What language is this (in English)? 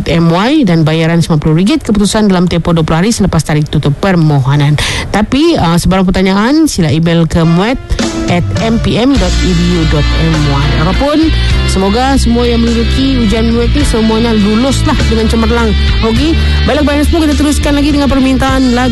Malay